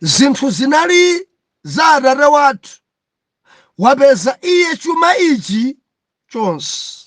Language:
Nyanja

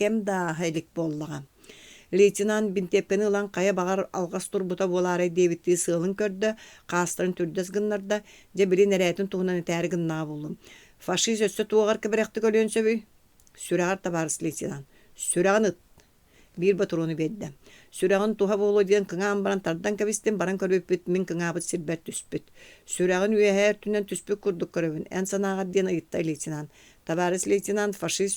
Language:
Yakut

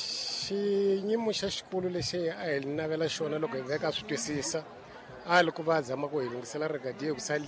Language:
Tsonga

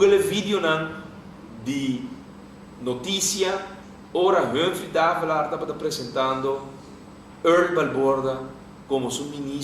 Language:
Papiamento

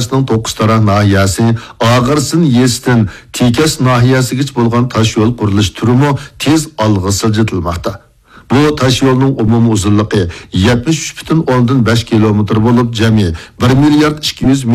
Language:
Uyghur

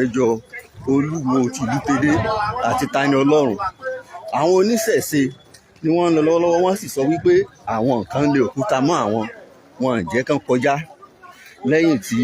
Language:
Yoruba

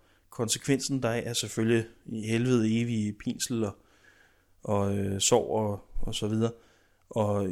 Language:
Danish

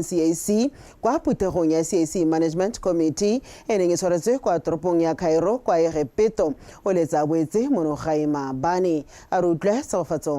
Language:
Tswana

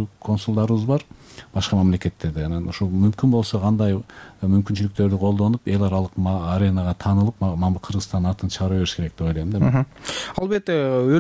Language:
Kyrgyz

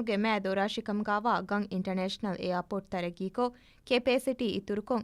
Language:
Divehi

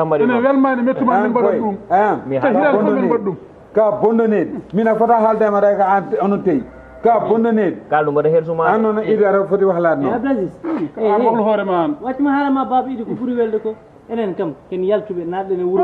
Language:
Fula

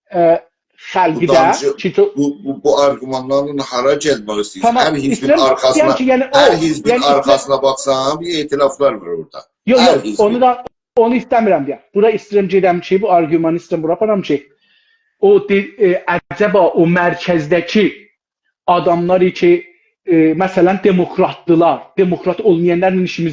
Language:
South Azerbaijani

